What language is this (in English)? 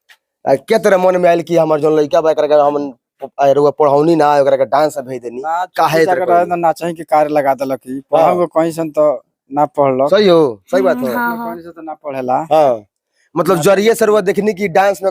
Bhojpuri